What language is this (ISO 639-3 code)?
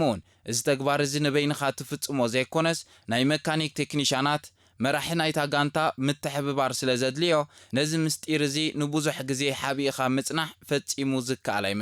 tir